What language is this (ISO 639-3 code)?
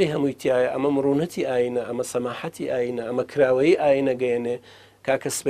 ckb